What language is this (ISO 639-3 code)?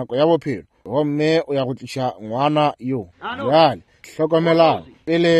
nso